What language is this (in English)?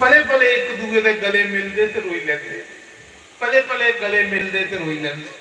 Dogri